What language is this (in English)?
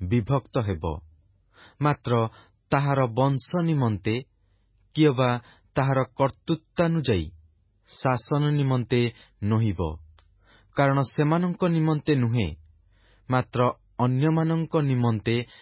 Odia